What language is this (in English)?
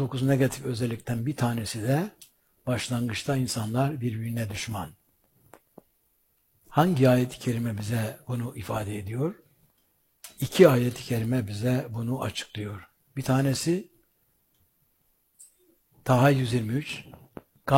Turkish